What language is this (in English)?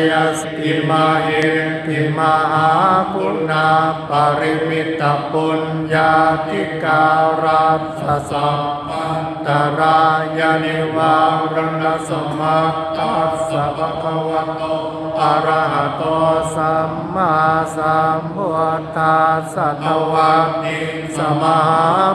Pali